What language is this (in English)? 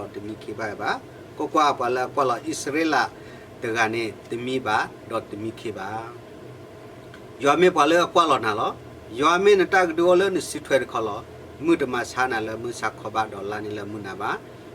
S'gaw Karen